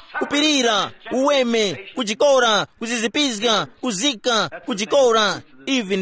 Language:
Tumbuka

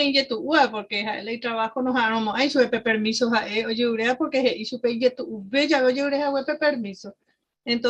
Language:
Guarani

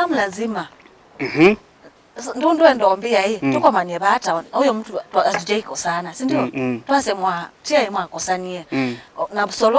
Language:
Kamba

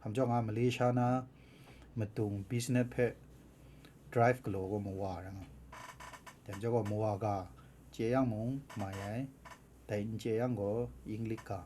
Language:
Kachin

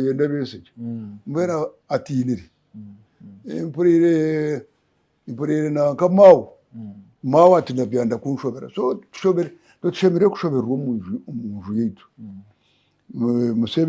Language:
Nyankole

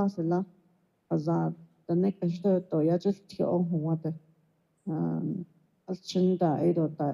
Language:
Navajo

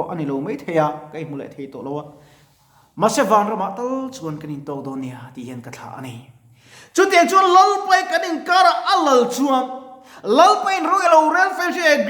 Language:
Mizo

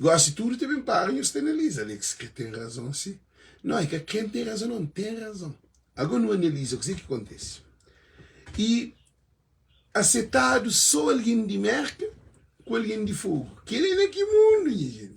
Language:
Kabuverdianu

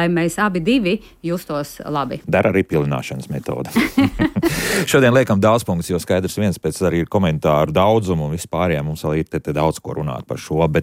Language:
Latvian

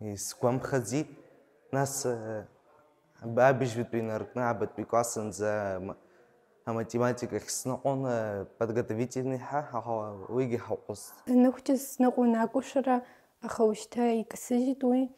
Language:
Abkhazian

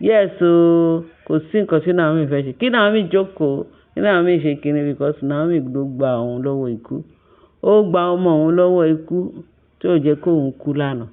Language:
Yoruba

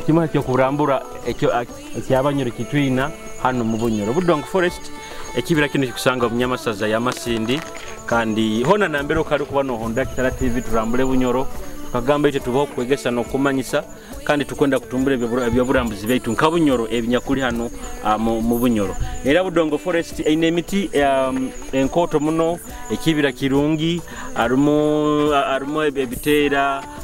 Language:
Nyoro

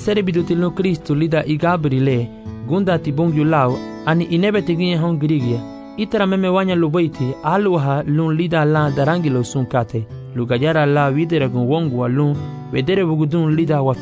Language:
Garifuna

